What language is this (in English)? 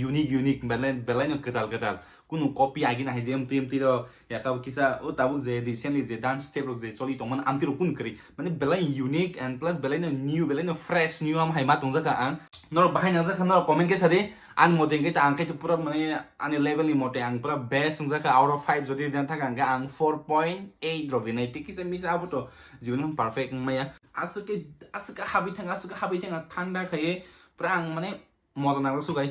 Kok Borok